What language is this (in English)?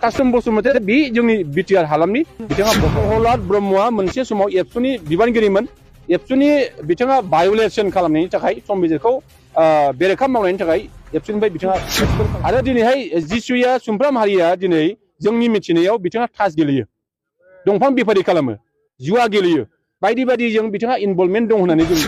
Bodo